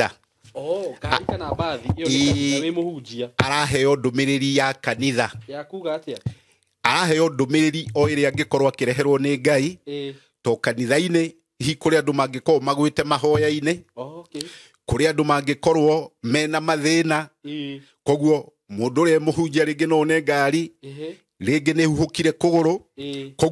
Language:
Kikuyu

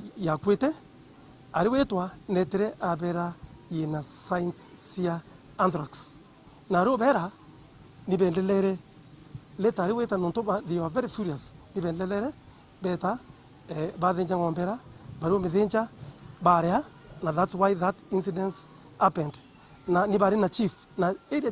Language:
Meru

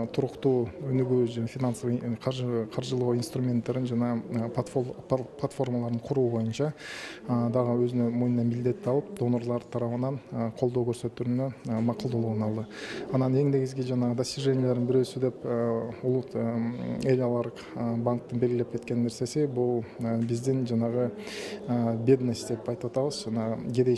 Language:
Kyrgyz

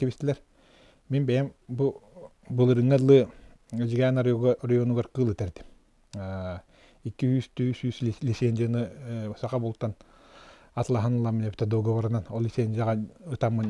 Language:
Yakut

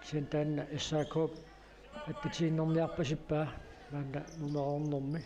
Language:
Kalaallisut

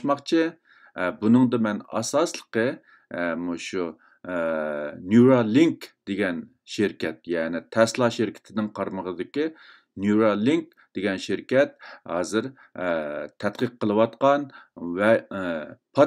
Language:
Uyghur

